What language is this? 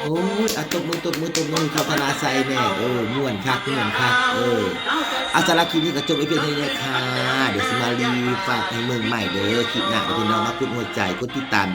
Northeastern Thai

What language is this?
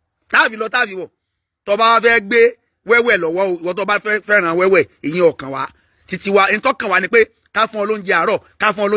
Yoruba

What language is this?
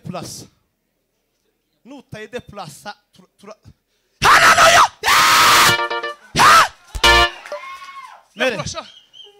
Kinyarwanda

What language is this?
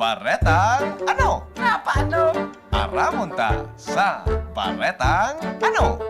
Bikol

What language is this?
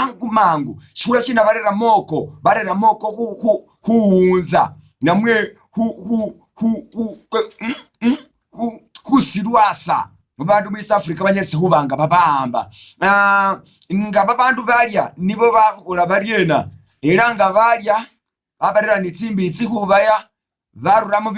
Masaaba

